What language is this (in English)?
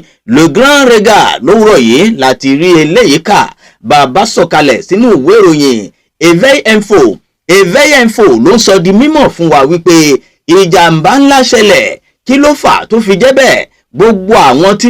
Yoruba